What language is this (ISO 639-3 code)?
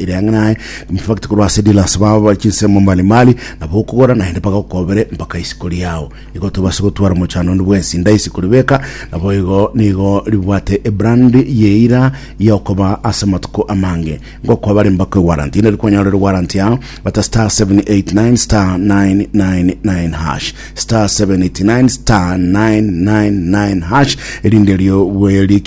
guz